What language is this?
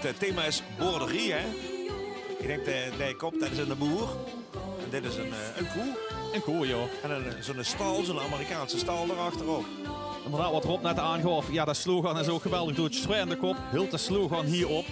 Limburgish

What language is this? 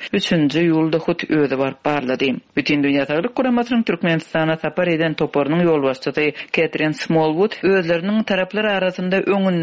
Turkmen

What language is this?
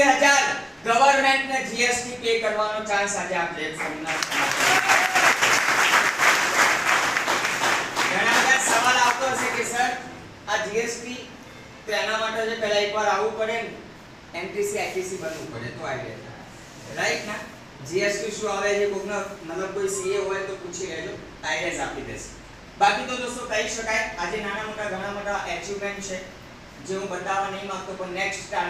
Gujarati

